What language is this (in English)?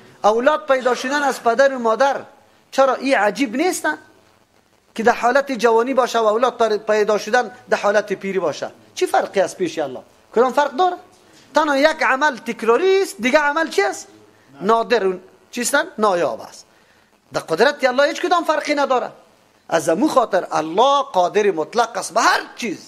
Persian